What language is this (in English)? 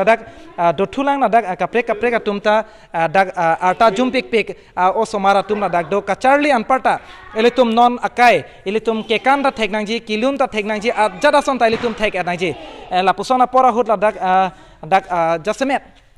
Karbi